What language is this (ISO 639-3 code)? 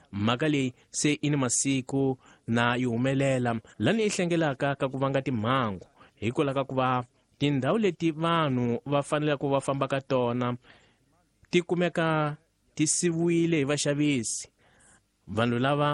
tso